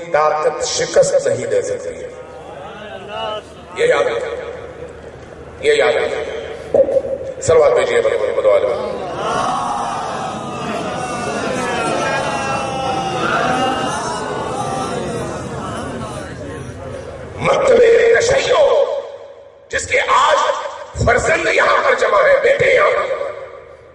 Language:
Urdu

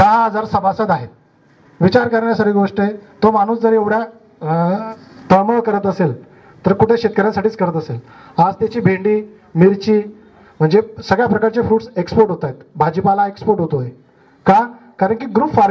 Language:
Marathi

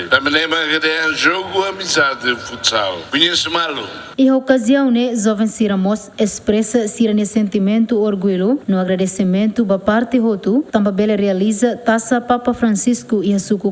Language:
Tetum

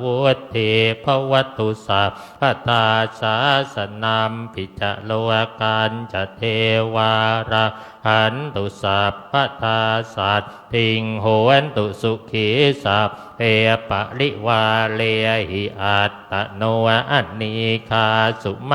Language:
Pali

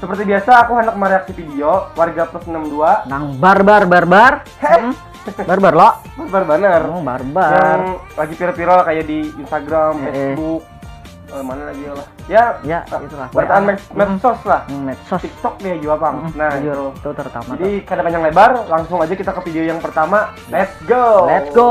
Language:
Banjar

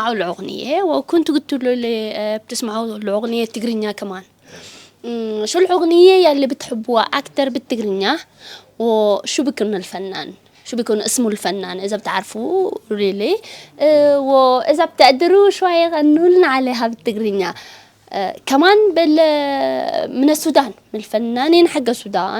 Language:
Sudanese Arabic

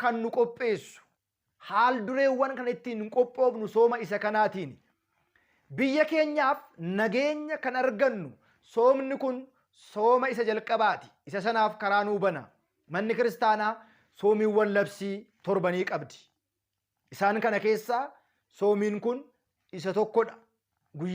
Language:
Oromo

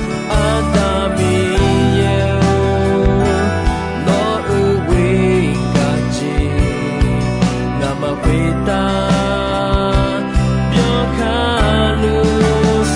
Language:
Akha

